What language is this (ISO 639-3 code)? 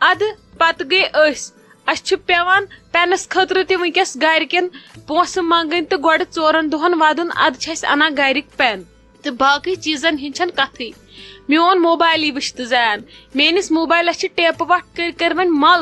kas